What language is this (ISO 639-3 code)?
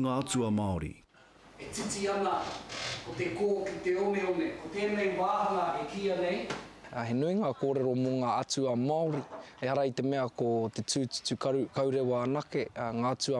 mri